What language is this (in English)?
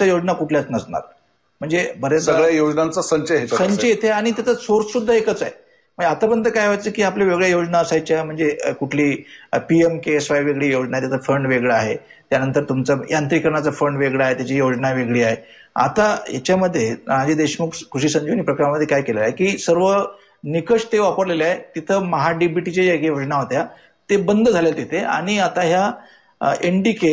Marathi